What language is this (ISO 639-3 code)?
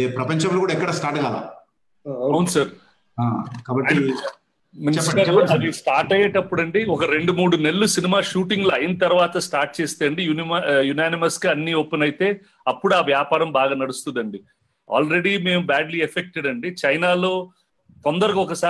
tel